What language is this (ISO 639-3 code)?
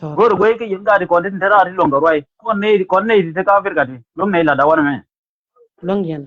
nus